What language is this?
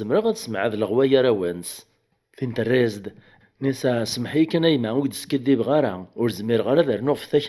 Kabyle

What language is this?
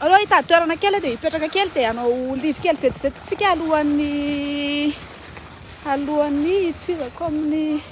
Malagasy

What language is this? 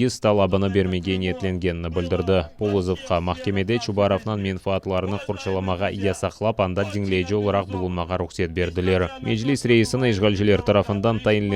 Crimean Tatar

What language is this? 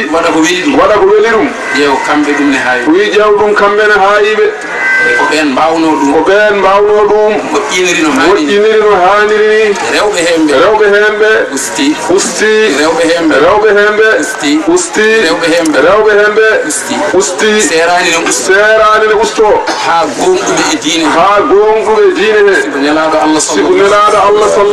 Fula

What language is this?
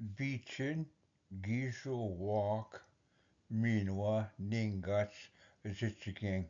Ojibwa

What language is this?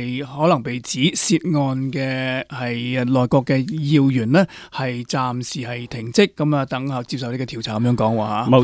Cantonese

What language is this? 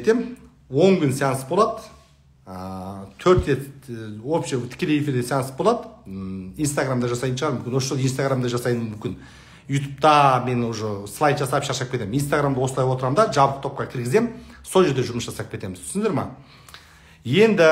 Kazakh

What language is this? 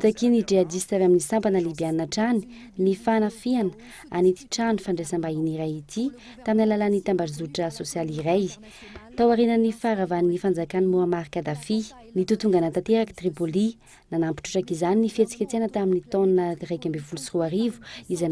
Malagasy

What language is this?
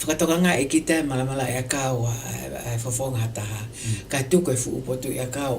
Tongan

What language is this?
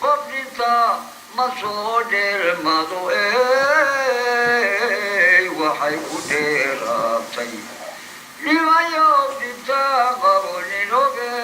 Somali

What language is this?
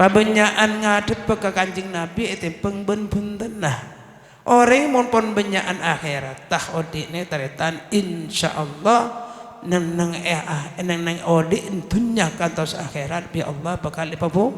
Madurese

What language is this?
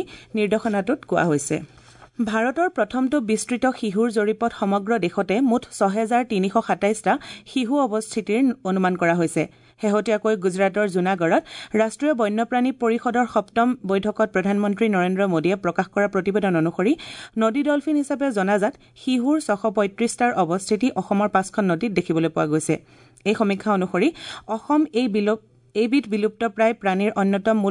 Assamese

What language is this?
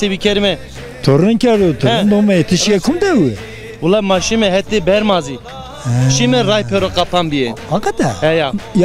Zaza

